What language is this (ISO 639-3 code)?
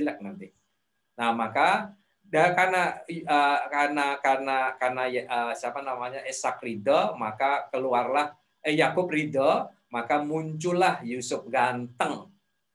ind